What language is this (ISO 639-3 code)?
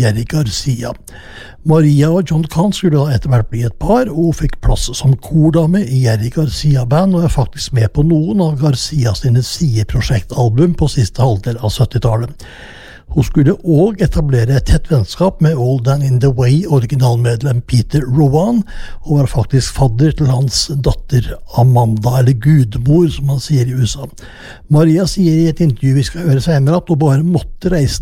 nor